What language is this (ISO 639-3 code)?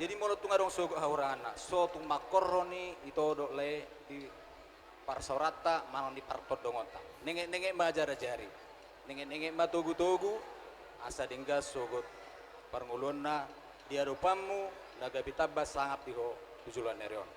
bbc